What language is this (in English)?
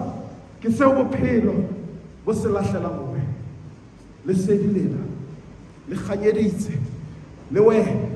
Southern Sotho